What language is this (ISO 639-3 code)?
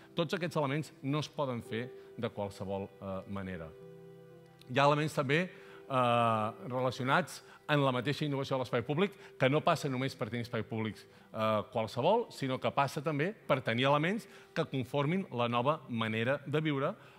cat